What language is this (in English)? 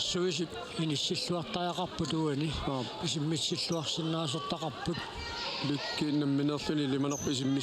Kalaallisut